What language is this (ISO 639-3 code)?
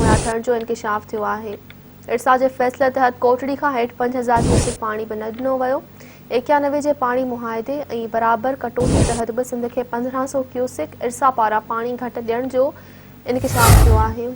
snd